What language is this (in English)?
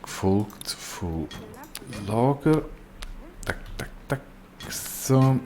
Swiss German